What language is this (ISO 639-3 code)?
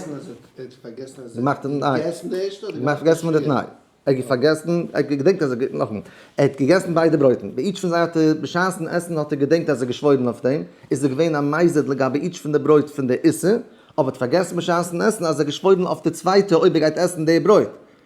yid